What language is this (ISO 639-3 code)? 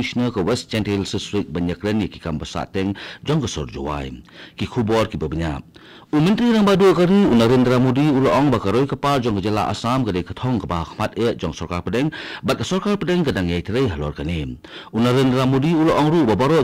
kha